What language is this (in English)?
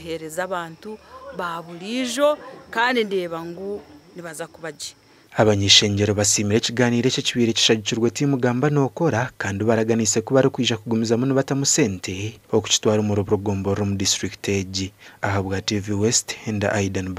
Nyankole